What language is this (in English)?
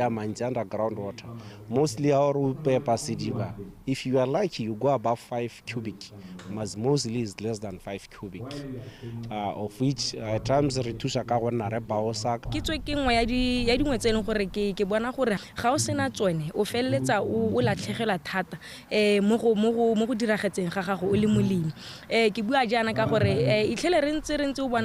Tswana